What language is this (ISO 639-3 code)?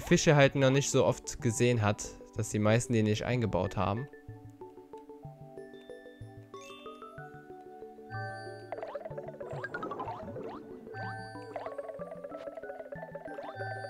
deu